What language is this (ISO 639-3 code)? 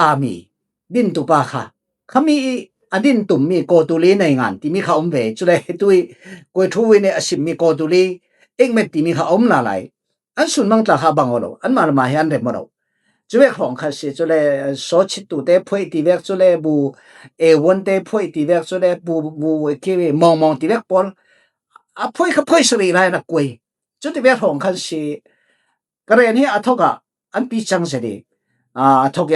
cfm